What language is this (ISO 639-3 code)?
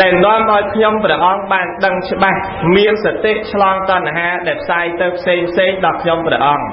khm